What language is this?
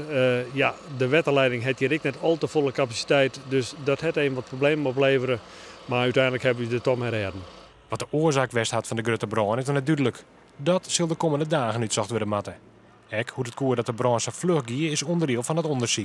Western Frisian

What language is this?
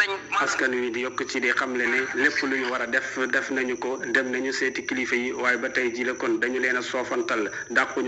Wolof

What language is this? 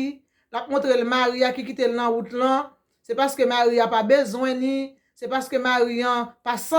Haitian Creole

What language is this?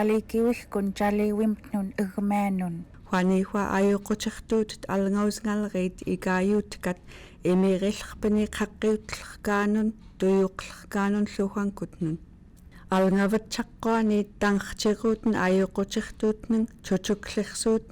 Central Yupik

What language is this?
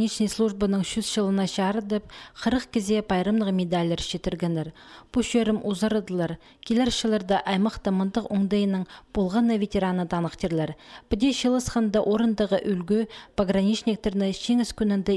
Khakas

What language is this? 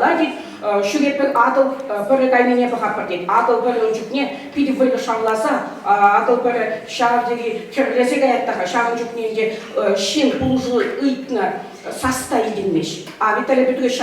Chuvash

